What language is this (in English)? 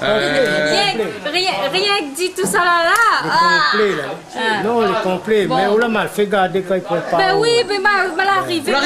Réunion Creole French